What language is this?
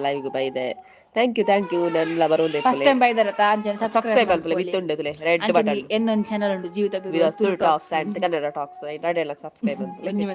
Tulu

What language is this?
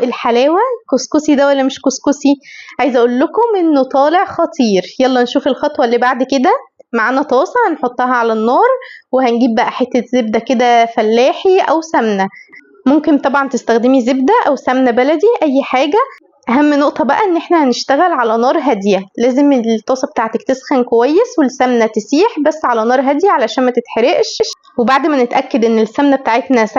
Egyptian Arabic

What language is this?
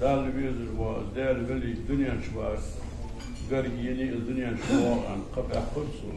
Ingush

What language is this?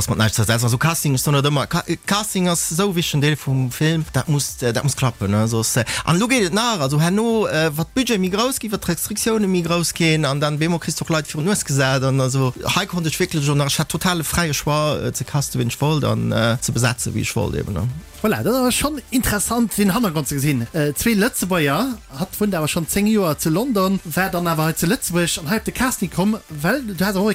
Luxembourgish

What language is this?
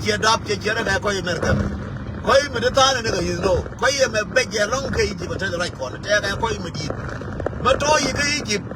Nuer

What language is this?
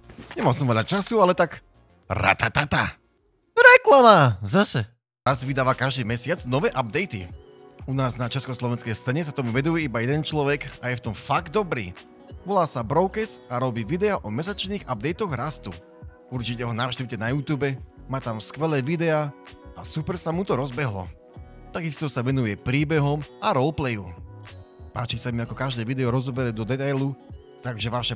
Slovak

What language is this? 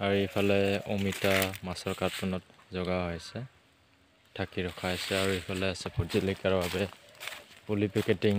Assamese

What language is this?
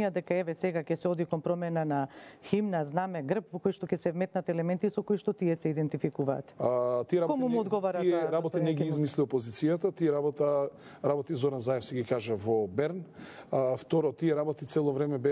Macedonian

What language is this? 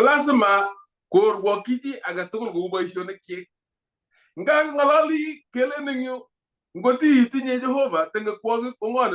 Kalenjin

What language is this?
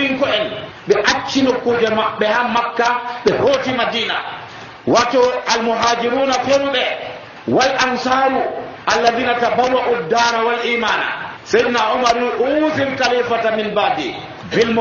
Nigerian Fulfulde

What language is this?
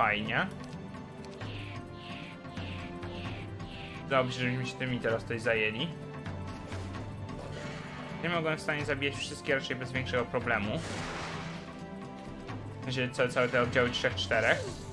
Polish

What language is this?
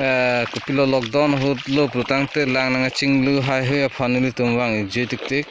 Karbi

